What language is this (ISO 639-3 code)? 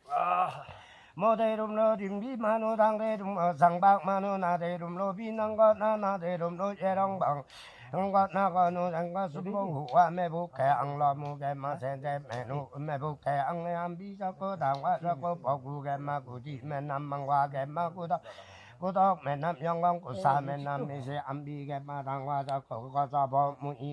lif